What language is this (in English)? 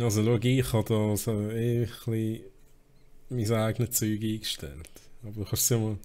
Swiss German